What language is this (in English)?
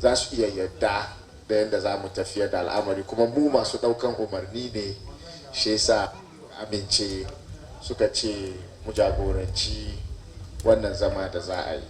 Hausa